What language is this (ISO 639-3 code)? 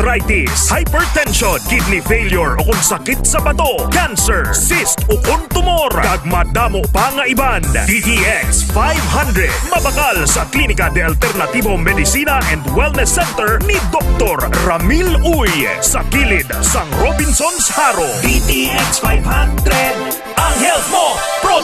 hil